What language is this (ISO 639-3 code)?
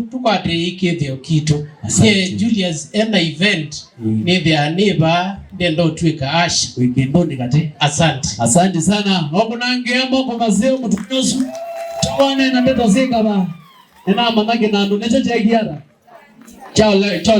kam